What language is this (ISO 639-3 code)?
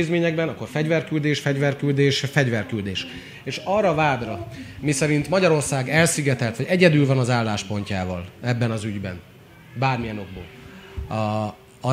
hun